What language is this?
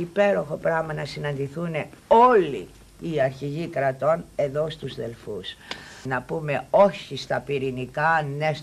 Greek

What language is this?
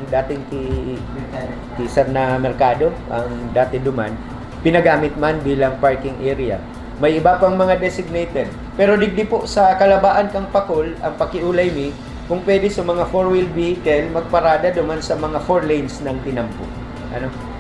Bikol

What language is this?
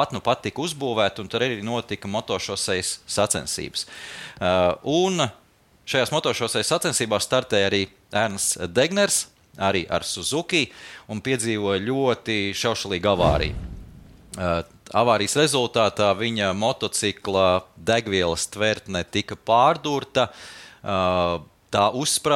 Latvian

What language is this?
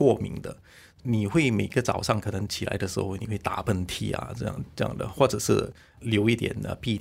Chinese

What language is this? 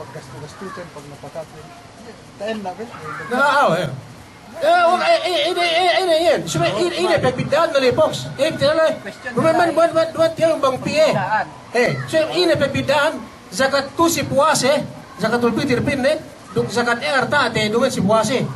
Yakan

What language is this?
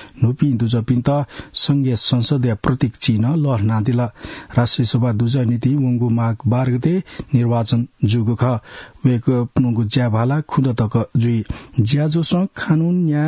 Newari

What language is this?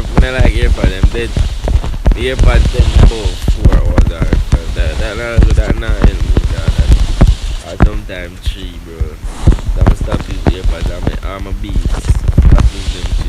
Jamaican Creole English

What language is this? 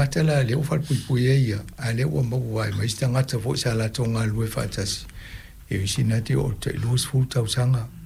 Samoan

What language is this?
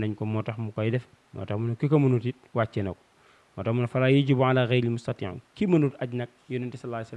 Wolof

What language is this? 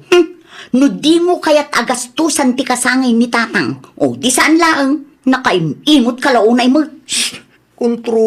Iloko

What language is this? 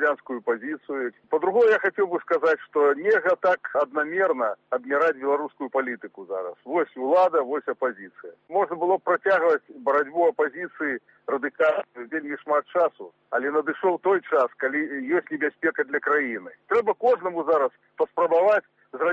Belarusian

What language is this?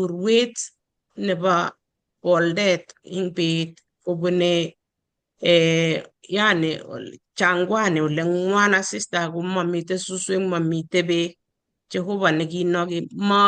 Kalenjin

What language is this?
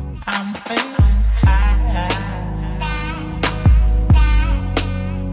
English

